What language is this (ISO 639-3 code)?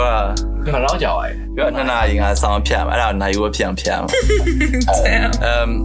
mya